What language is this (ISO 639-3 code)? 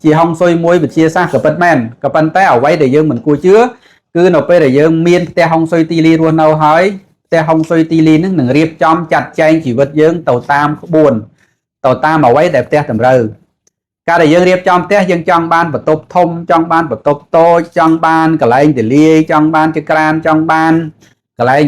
khm